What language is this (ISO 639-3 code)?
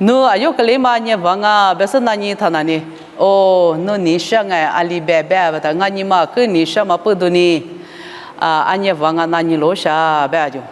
lis